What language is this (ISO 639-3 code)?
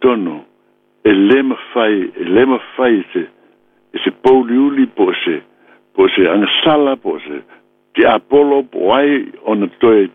smo